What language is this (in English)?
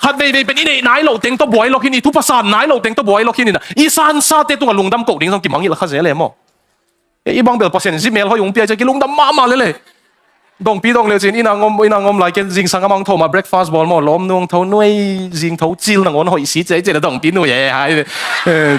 Tedim Chin